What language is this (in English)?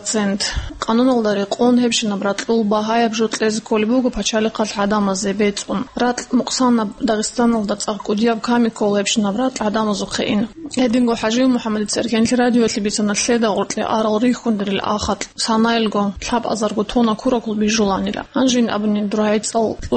Avaric